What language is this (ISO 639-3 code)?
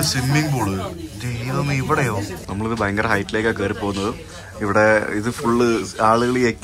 mal